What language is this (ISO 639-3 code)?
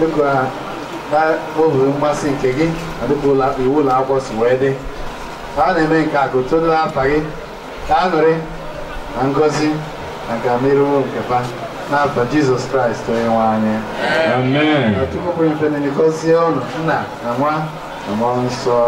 ibo